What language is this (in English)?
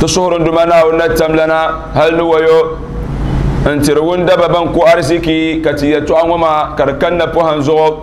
Dagbani